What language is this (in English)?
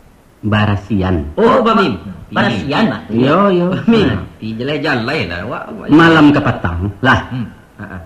Minangkabau